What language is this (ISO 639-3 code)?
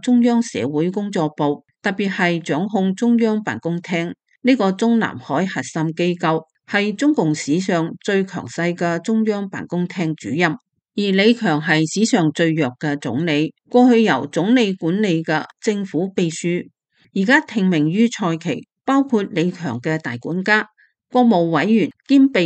yue